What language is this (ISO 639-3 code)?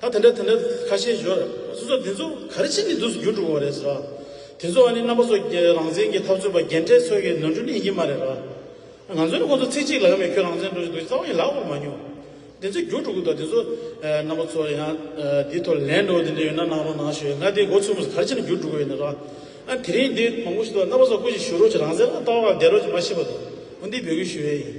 bod